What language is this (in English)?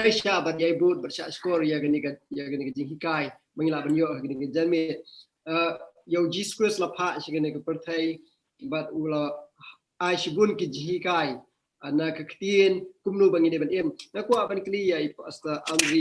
Khasi